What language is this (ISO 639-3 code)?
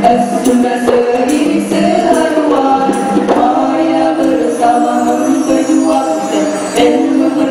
msa